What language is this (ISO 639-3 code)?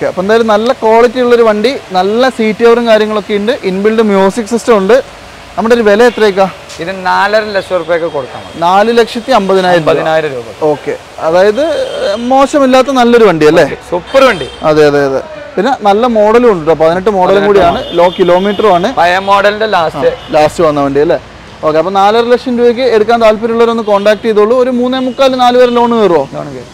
mal